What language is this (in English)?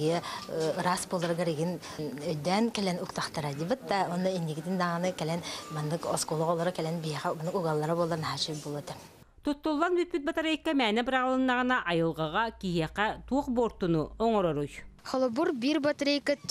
Yakut